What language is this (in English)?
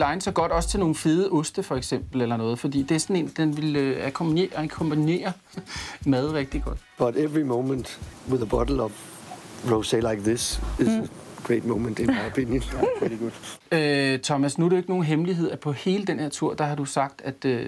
Danish